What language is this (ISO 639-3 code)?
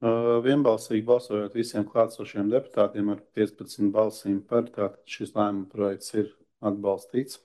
lav